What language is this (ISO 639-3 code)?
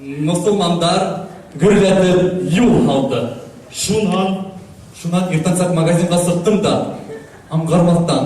bak